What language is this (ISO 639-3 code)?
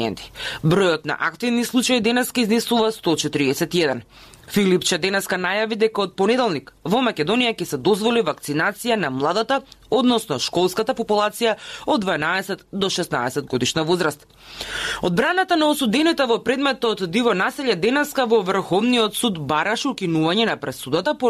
mkd